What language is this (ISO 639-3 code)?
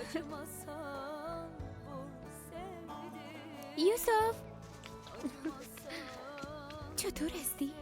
fas